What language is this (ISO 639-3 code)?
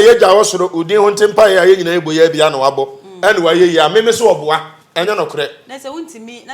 aka